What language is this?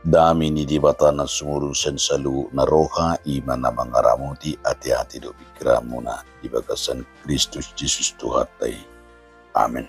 Batak Toba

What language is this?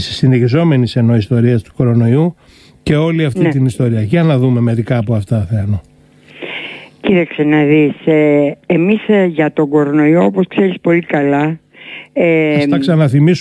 Greek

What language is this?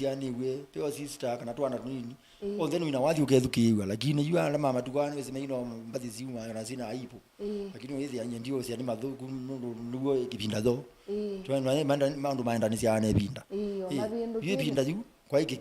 Kamba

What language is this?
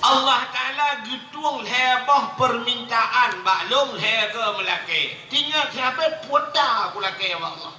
Achinese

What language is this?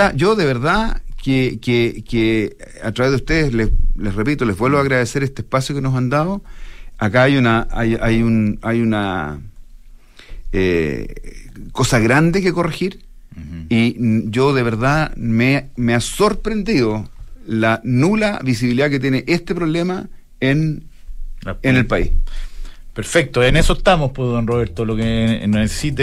Spanish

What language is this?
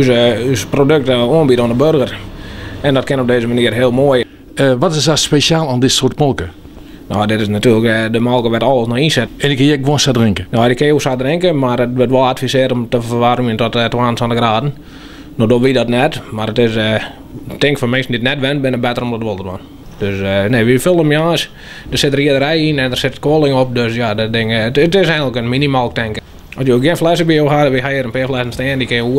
Western Frisian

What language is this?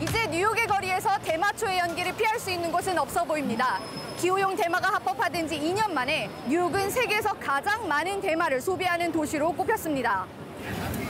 Korean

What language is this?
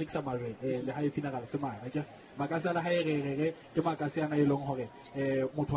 Southern Sotho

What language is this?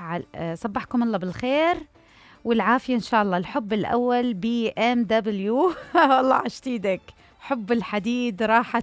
Mesopotamian Arabic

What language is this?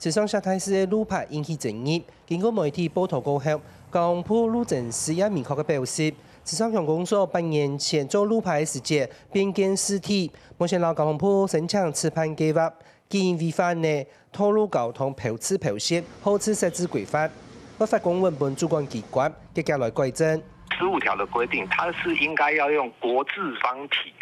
Hakka Chinese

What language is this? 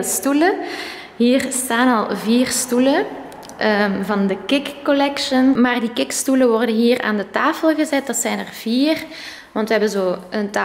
Dutch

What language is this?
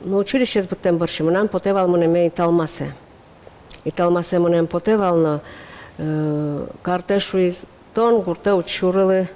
Udmurt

